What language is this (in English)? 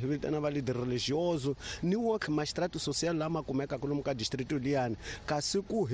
Tsonga